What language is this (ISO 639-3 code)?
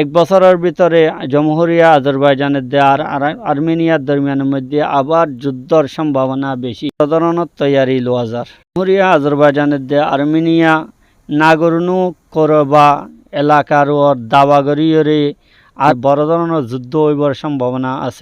rhg